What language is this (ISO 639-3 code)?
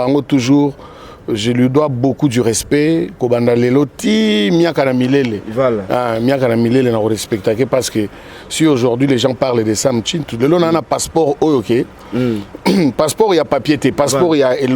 lin